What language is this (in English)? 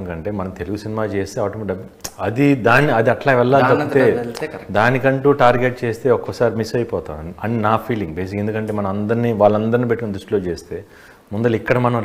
Telugu